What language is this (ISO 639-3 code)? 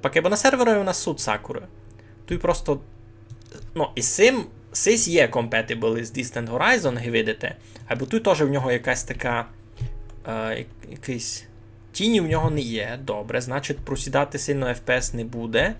rue